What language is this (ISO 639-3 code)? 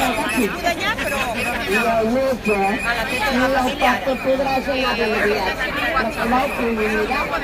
cat